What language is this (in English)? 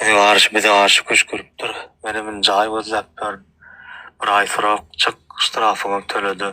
Turkmen